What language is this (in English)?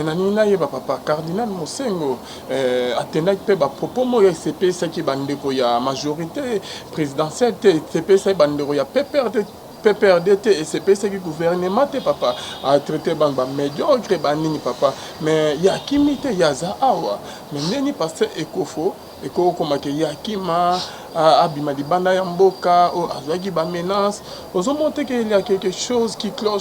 Lingala